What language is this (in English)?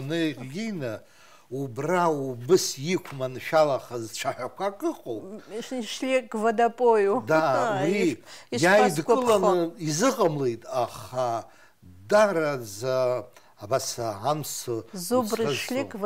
Abkhazian